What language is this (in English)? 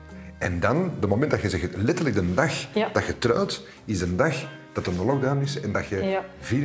Dutch